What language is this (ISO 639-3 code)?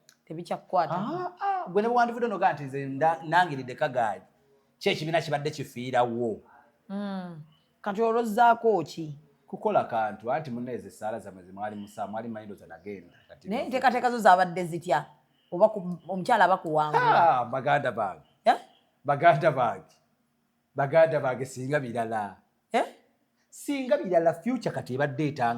lug